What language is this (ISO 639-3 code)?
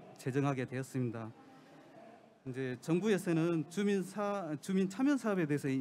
kor